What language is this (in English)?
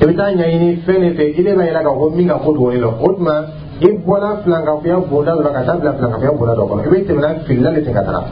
Dyula